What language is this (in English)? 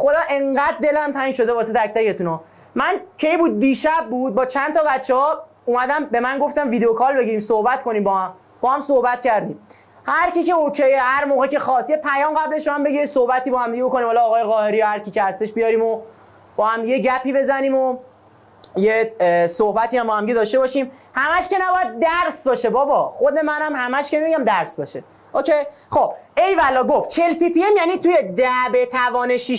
Persian